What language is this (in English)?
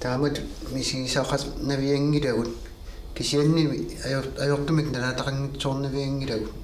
Kalaallisut